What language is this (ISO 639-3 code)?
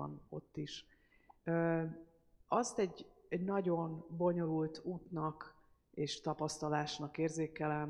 hun